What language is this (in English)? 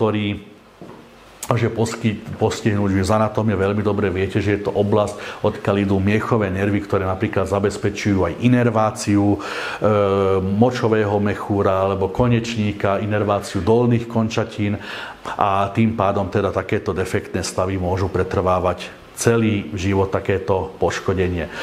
Slovak